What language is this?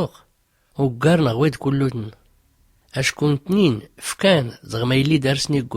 Tachelhit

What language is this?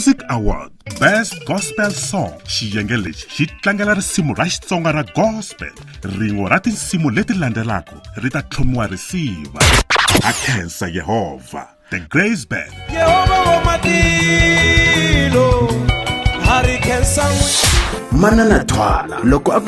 Tsonga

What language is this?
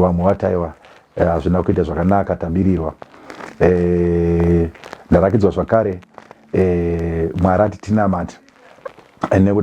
Shona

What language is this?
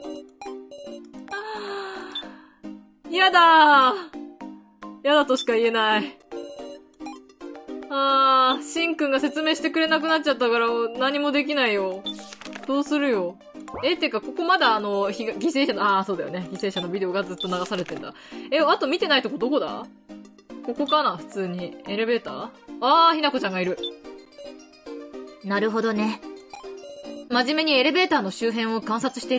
Japanese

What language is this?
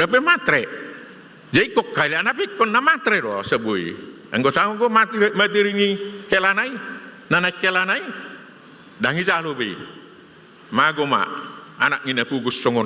Batak Toba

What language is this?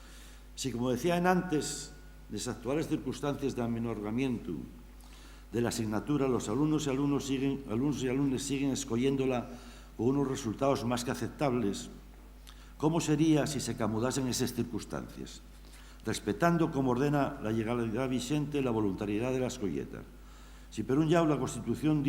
Asturian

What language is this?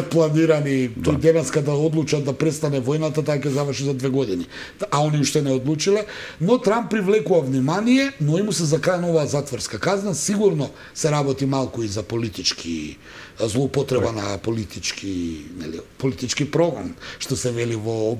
Macedonian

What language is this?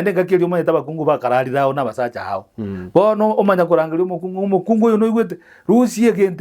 Gusii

